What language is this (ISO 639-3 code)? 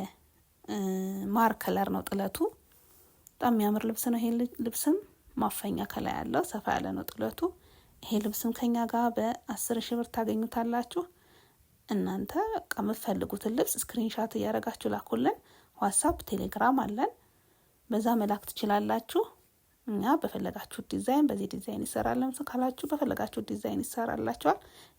amh